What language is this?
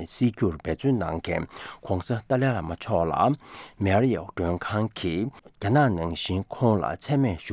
Tibetan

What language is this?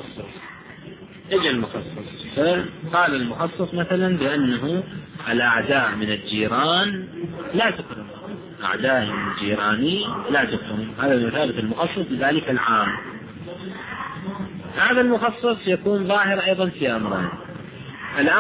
Arabic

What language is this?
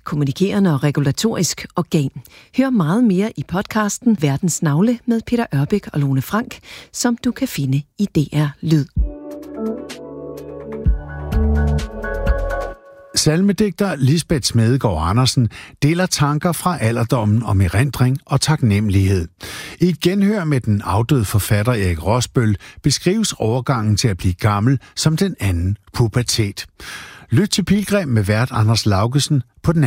Danish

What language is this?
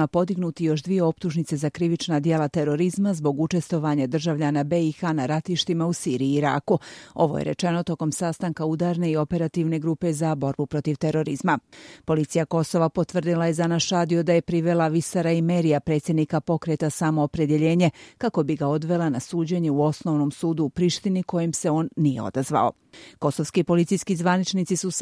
Croatian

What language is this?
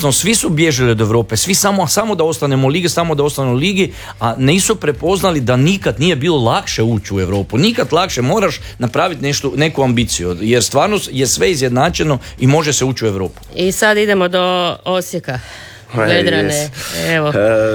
Croatian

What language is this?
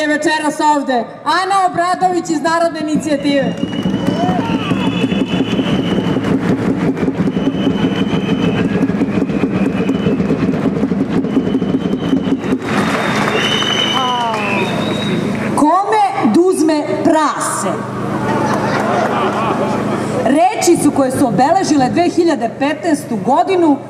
Serbian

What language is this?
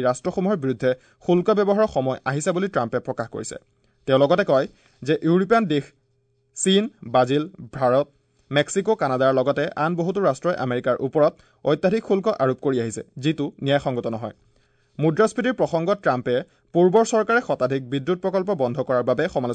Assamese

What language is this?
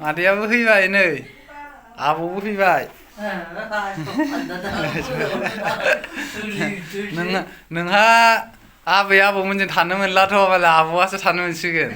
Bodo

